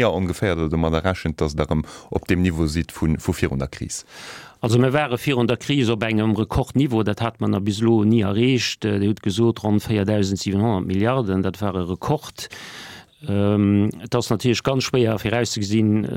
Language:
Luxembourgish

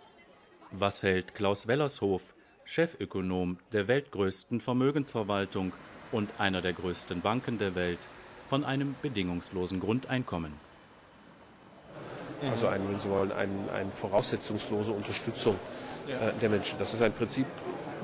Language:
German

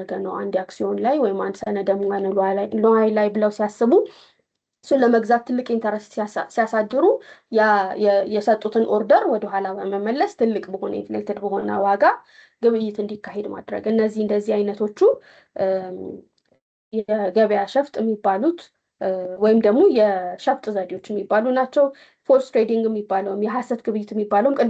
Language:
Amharic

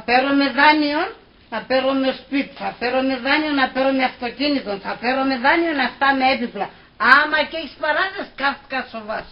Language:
Pontic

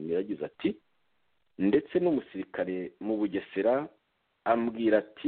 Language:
Kinyarwanda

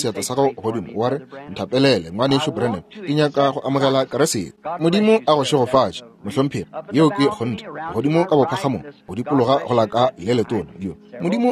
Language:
Northern Sotho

